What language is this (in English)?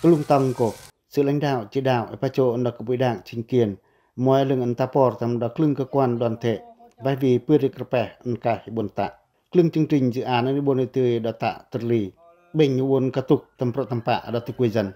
Pacoh